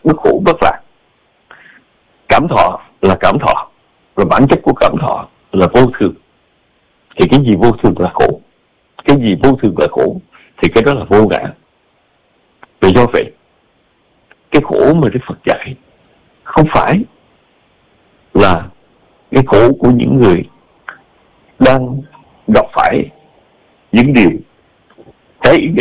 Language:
Vietnamese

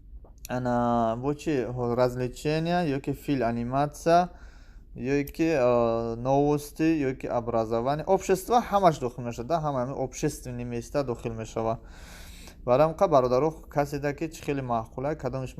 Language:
Tajik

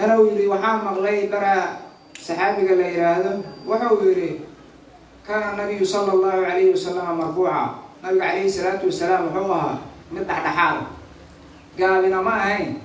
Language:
Somali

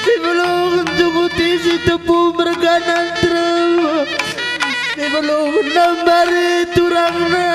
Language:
Batak Karo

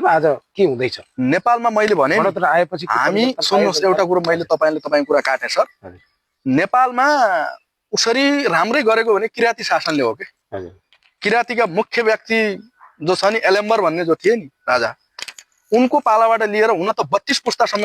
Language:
Nepali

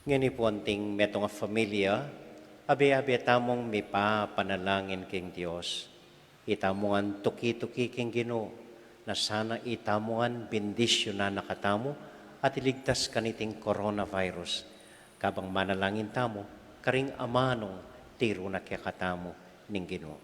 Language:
Pampanga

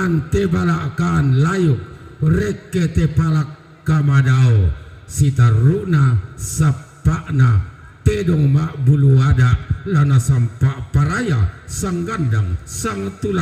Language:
Toraja-Sa'dan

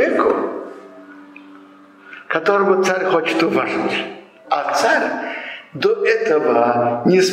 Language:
Russian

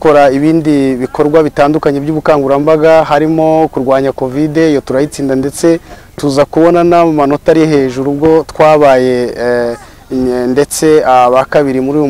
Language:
Kinyarwanda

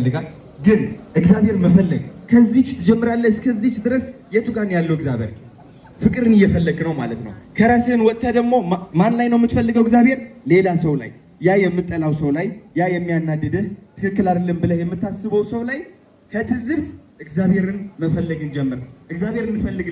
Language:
Amharic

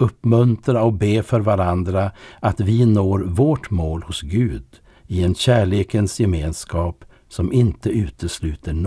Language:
Swedish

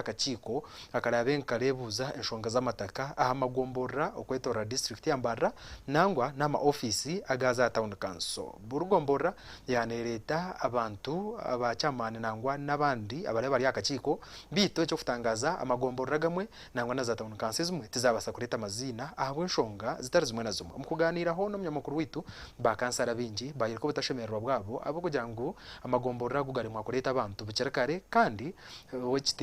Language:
Nyankole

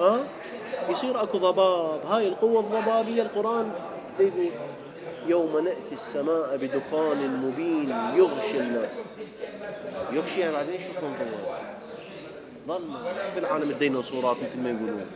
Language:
Mesopotamian Arabic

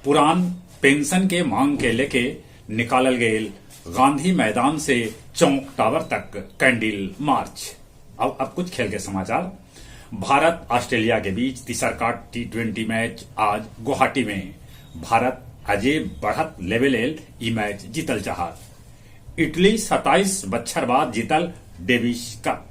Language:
Magahi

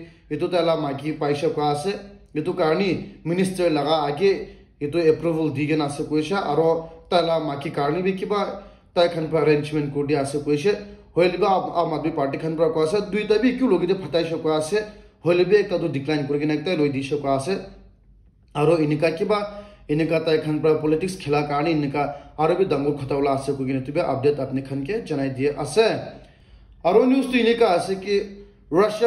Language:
Naga Pidgin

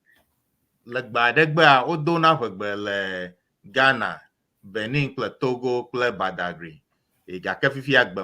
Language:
Ewe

